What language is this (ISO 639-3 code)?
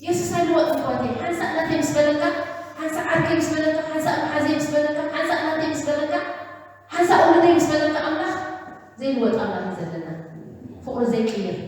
tir